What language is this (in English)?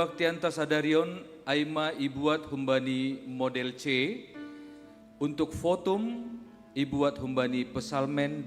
Batak Simalungun